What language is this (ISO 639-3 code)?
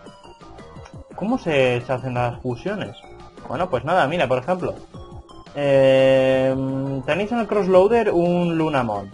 spa